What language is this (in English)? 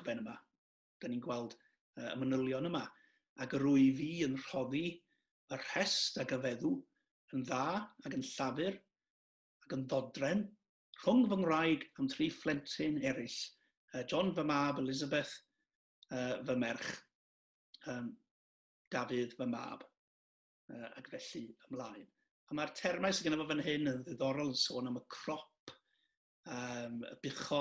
Welsh